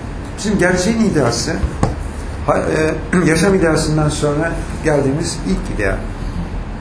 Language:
Turkish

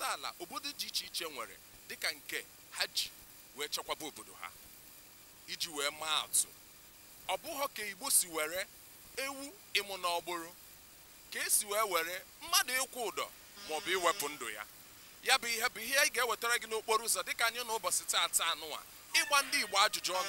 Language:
Igbo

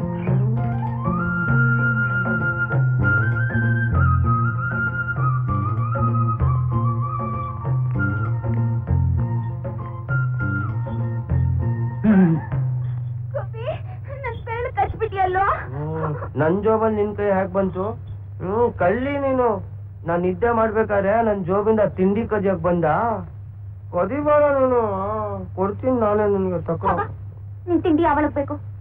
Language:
Kannada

